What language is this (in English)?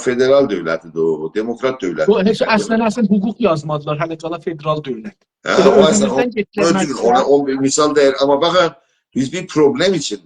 South Azerbaijani